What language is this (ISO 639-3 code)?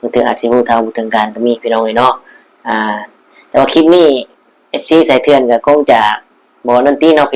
lao